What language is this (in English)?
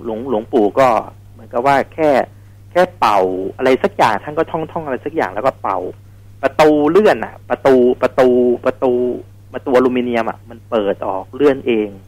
Thai